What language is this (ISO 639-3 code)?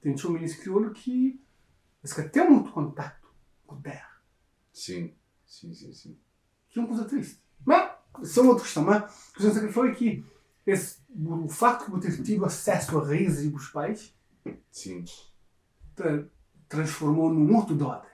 kea